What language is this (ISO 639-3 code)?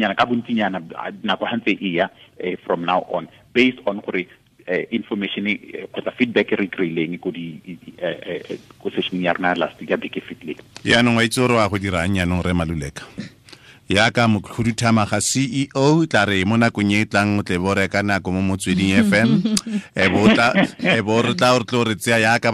tsn